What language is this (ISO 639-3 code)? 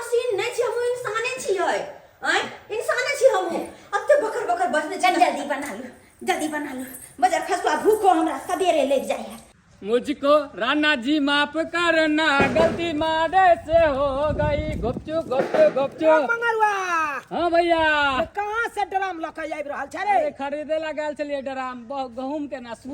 mai